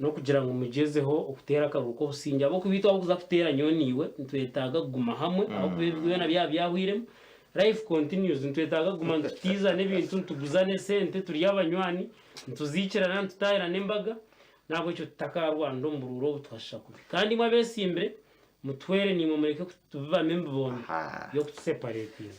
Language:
Nyankole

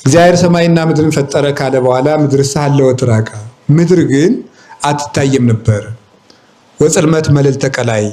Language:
Amharic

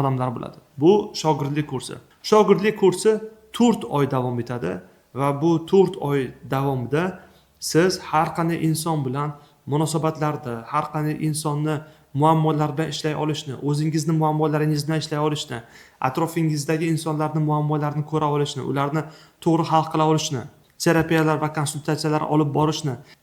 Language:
Uzbek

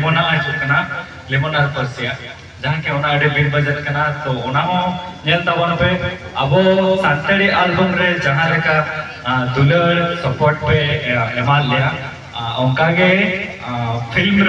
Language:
Santali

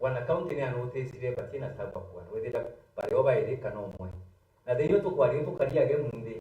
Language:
Meru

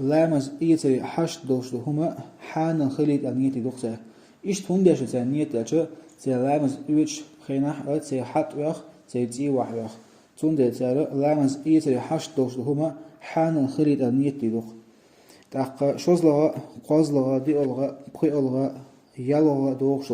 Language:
Chechen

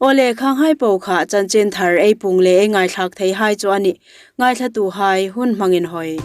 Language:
Hmar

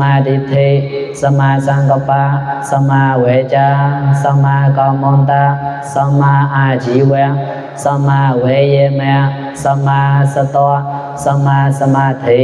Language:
Mon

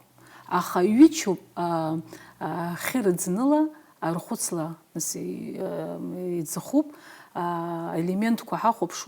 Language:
Abkhazian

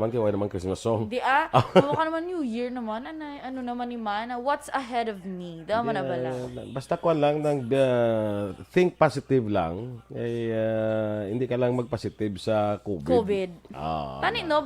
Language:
Hiligaynon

